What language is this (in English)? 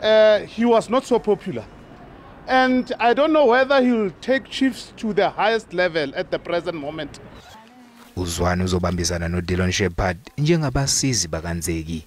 Zulu